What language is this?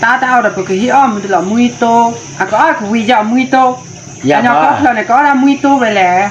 S'gaw Karen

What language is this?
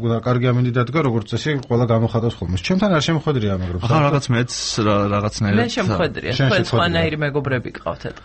Georgian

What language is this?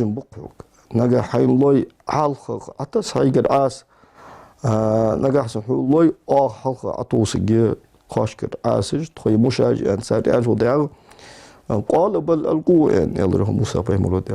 Ingush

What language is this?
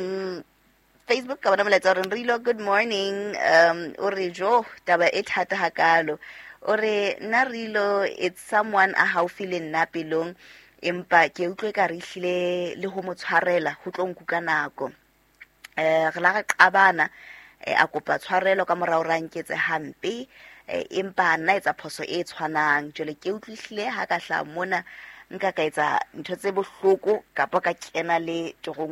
Southern Sotho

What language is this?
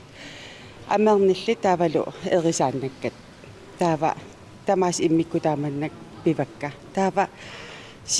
Kalaallisut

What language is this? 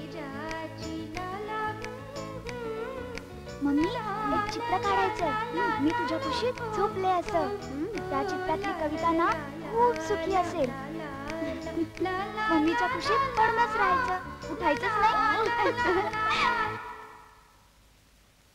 Marathi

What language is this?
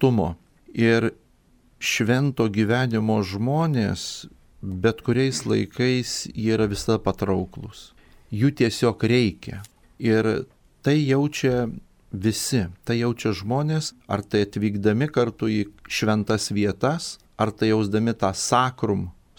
Lithuanian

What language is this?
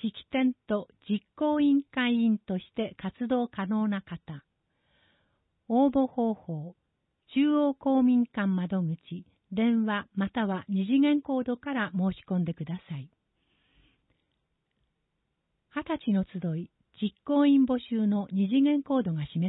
Japanese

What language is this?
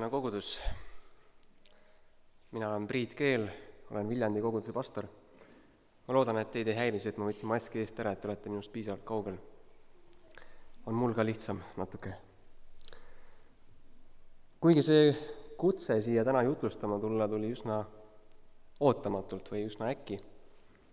Estonian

